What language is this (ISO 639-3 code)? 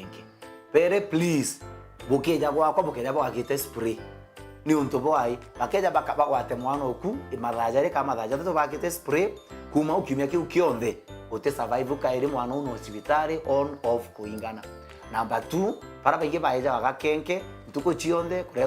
mer